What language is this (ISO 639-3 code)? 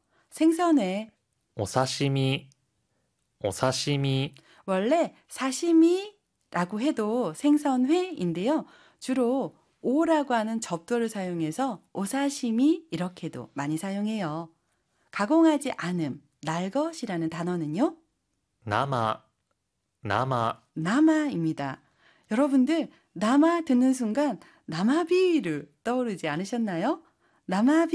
kor